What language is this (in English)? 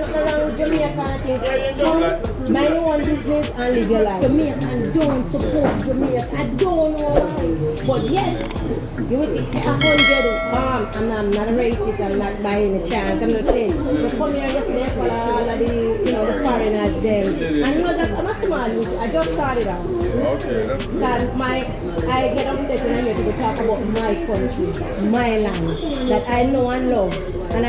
Jamaican Creole English